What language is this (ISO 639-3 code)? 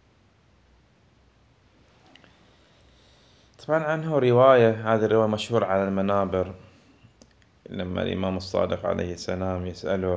ara